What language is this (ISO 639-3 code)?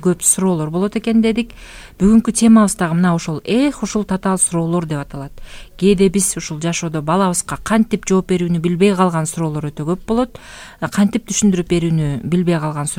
kir